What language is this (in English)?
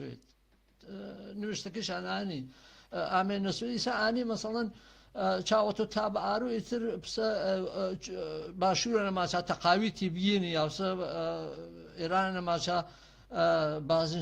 Gurani